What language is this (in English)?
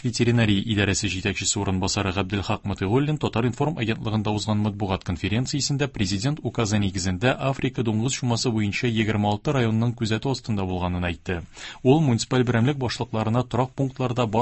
Tatar